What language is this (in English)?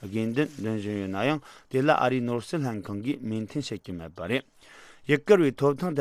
Tibetan